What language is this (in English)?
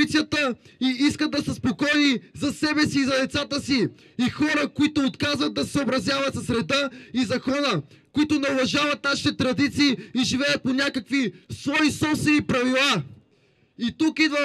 Bulgarian